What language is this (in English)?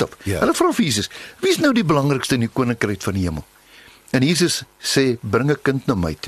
Afrikaans